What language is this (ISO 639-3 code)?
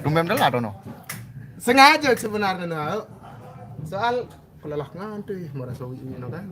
sas